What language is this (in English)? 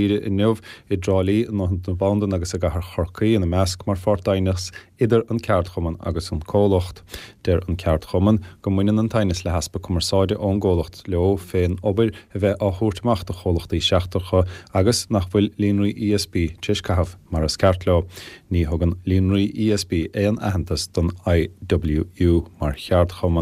Irish